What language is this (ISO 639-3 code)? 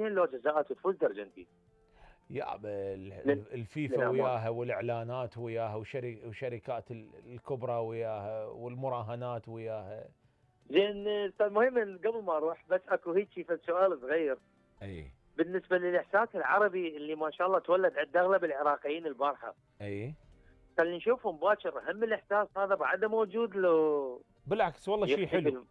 acm